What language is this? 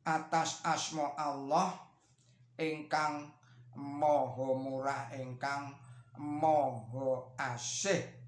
Javanese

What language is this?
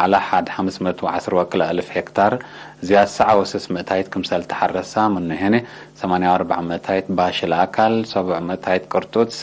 Tigre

